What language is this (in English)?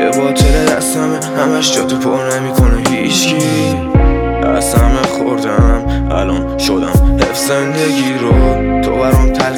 Persian